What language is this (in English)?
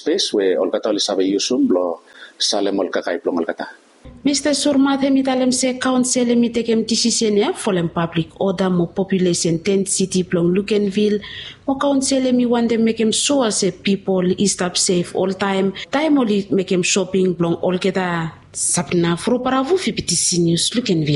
Bislama